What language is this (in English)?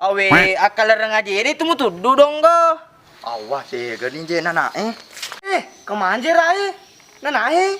Buginese